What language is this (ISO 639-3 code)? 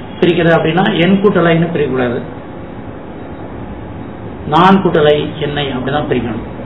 tam